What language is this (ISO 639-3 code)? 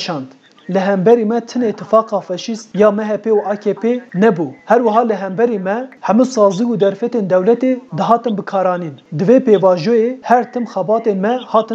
kur